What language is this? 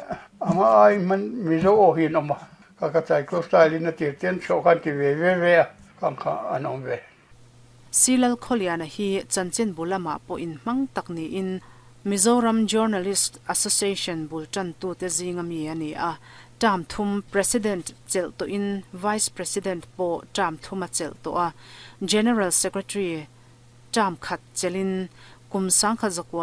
Mizo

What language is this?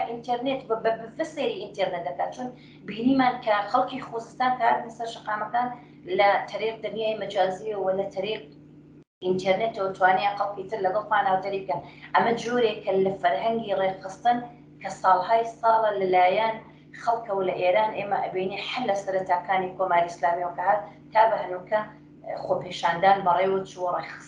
Central Kurdish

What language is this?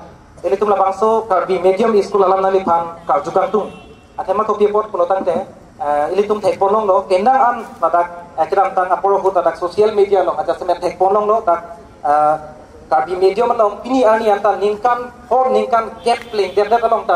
Karbi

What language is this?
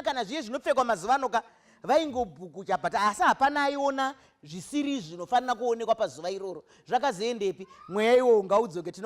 Shona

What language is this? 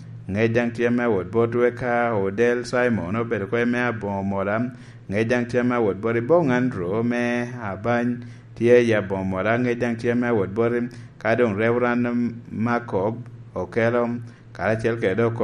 Lango (Uganda)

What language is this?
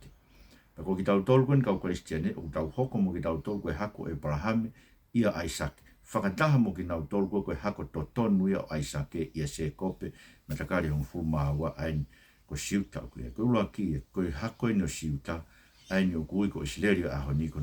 Tongan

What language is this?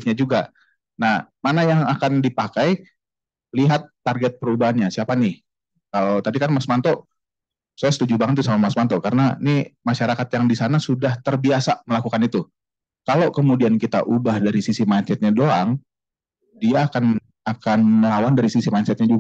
Indonesian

